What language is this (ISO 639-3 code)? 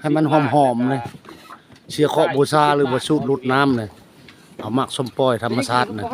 lao